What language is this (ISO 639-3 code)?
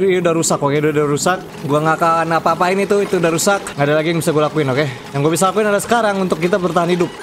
ind